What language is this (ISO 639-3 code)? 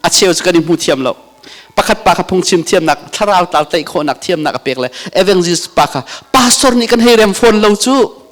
cnh